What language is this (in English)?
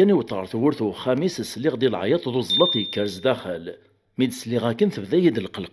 Kabyle